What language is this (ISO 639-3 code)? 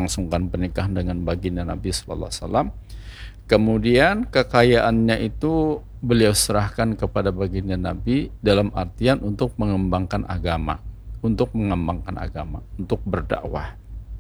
ind